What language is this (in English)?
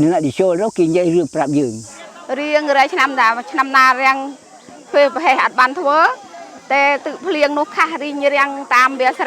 Khmer